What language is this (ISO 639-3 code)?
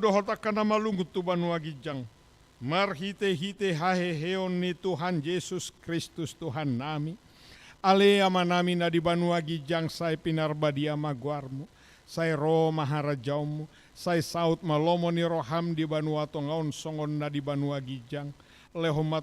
bbc